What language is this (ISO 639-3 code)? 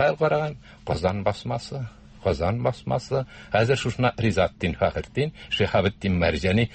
tat